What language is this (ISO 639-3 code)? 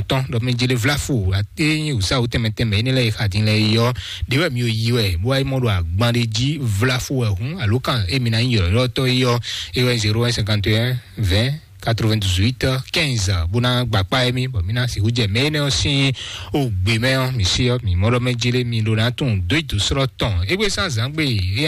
fon